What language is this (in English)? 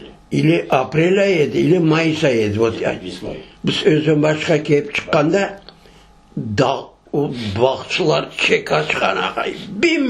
Crimean Tatar